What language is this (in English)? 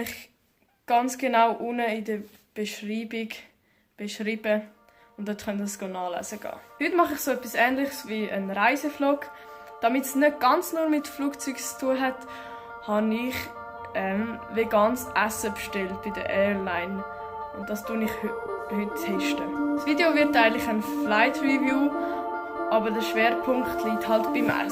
Swiss German